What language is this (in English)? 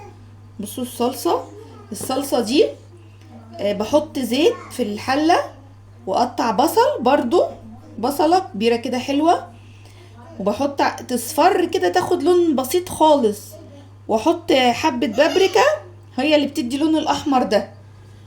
Egyptian Arabic